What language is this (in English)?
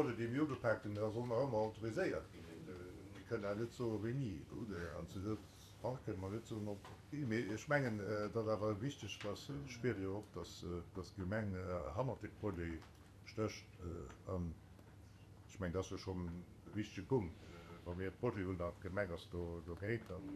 Luxembourgish